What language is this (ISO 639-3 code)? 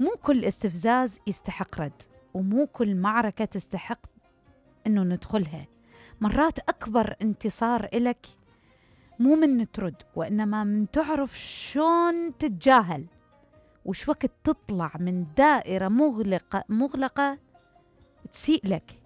acm